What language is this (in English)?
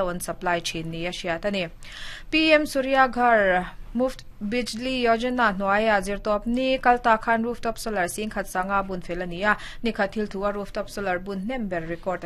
Mizo